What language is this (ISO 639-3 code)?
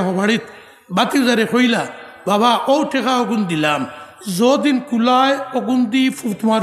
syl